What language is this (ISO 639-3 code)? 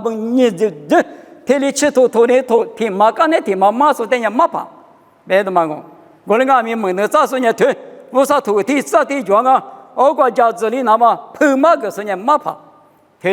lis